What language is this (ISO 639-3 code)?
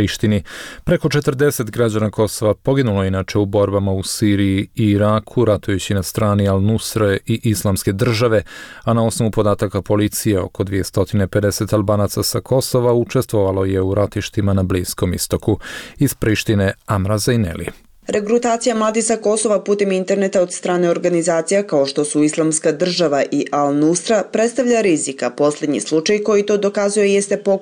bos